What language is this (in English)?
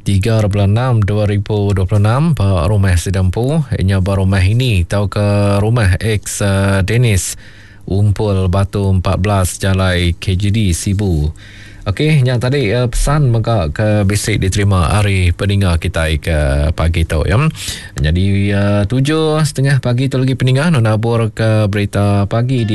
Iban